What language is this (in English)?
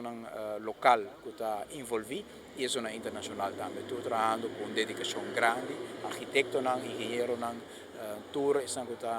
Papiamento